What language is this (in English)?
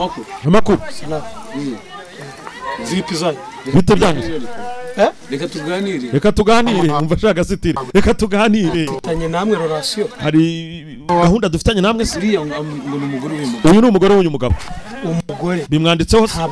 Kinyarwanda